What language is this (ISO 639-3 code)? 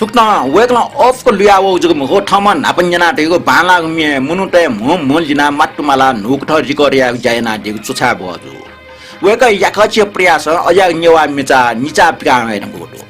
new